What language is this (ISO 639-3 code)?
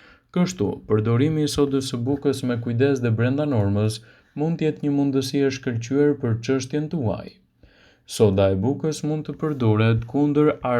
sqi